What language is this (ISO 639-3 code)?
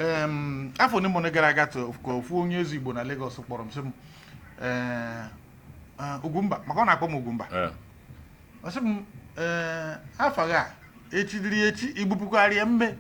ibo